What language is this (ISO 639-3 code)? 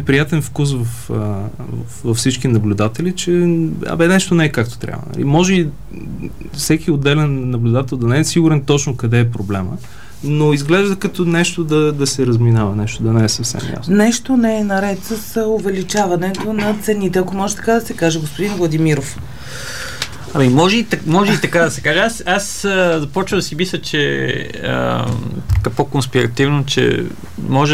bul